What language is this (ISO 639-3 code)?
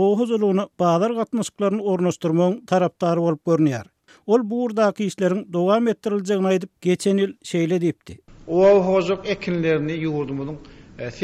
tuk